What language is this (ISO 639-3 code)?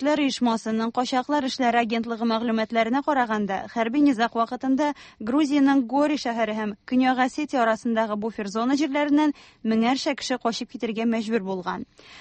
tat